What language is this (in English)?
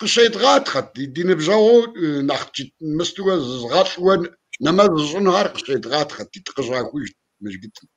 Kabardian